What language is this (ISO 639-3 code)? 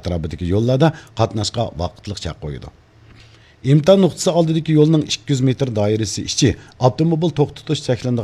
uig